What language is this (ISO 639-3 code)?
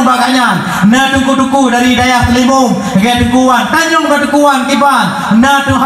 ace